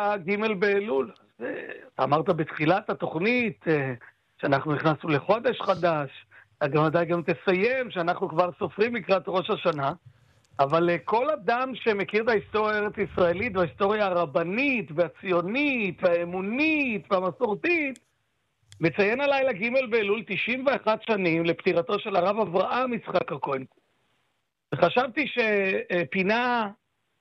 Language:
Hebrew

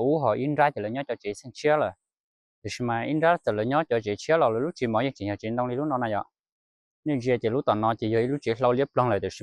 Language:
Hmong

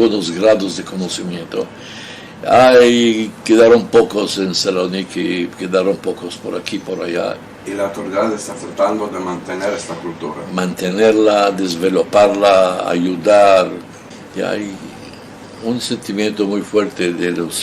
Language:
Ladino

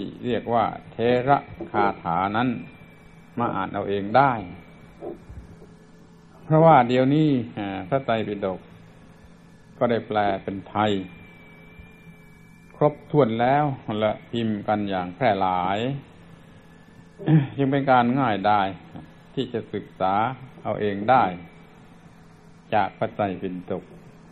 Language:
Thai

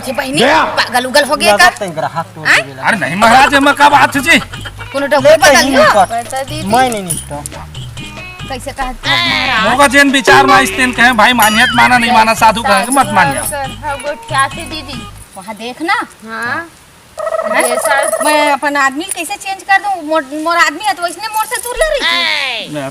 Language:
Chhattisgarhi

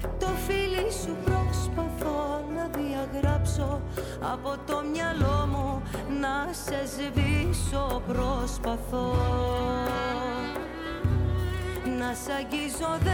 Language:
Greek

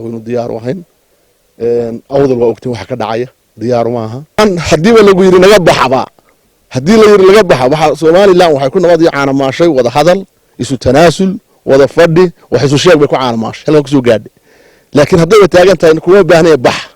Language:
Somali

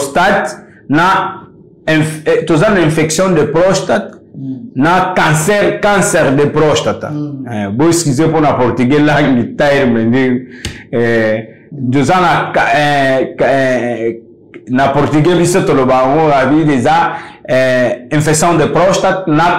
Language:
Lingala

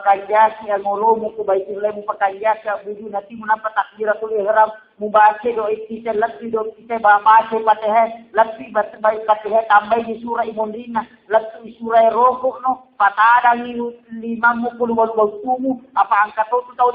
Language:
Buginese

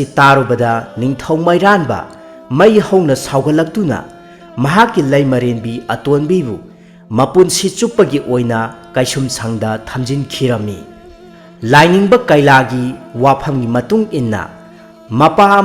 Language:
Manipuri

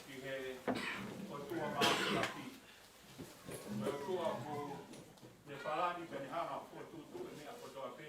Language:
Tongan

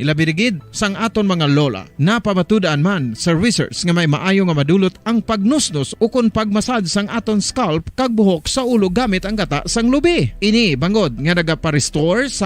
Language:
Hiligaynon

